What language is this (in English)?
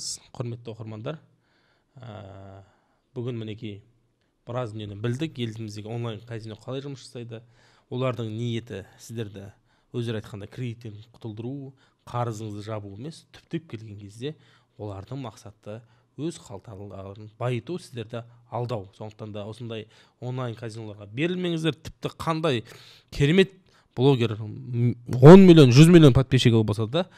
Kazakh